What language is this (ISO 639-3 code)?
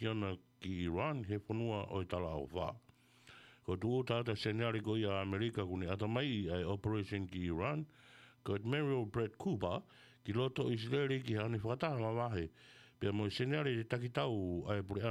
ton